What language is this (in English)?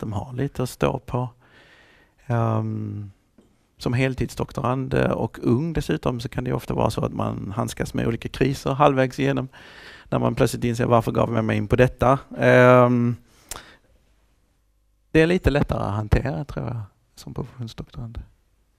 Swedish